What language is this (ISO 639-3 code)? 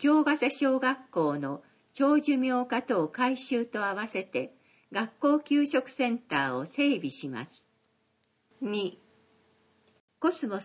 jpn